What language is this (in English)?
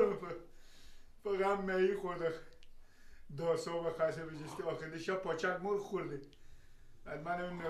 Persian